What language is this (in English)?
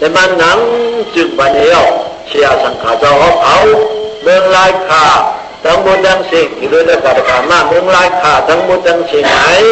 Shan